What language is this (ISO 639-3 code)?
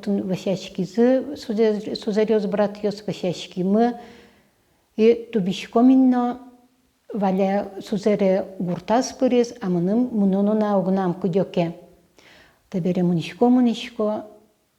udm